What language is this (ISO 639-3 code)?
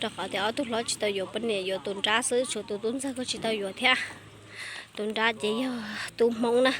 hmn